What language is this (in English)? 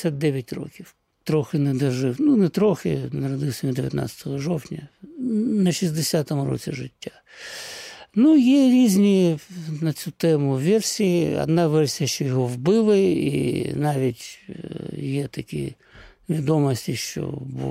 Ukrainian